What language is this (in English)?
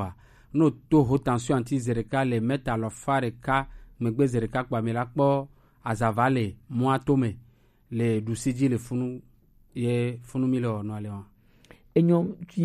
Gen